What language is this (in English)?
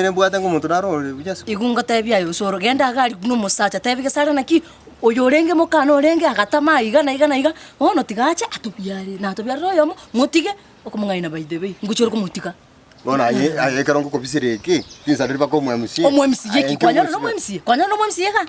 Gusii